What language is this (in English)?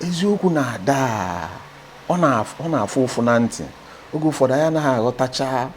Igbo